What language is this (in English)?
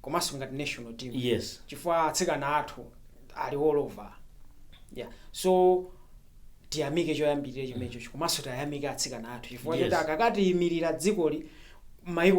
Nyanja